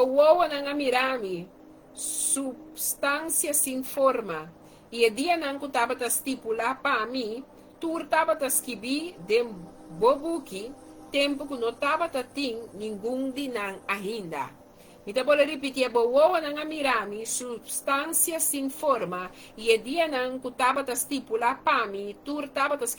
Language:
Papiamento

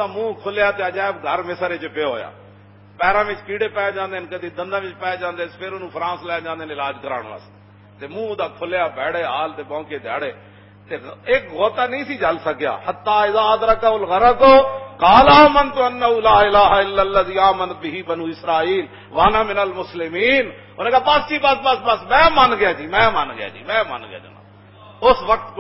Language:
Western Panjabi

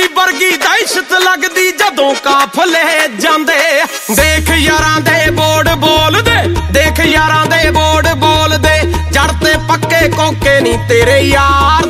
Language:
Punjabi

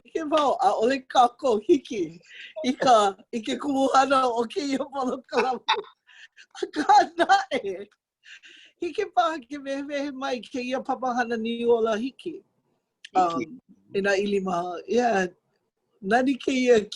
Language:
Hawaiian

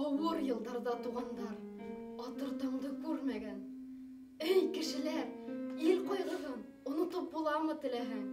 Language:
Bashkir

